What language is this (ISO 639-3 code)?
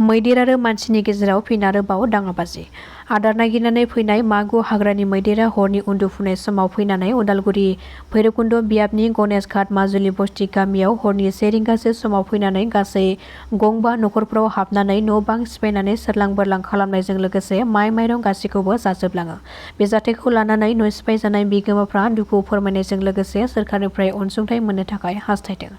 brx